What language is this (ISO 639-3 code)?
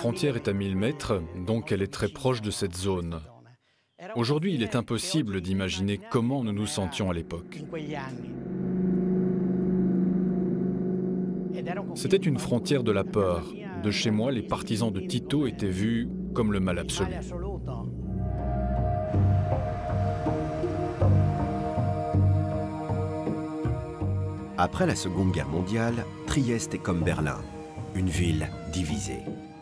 fra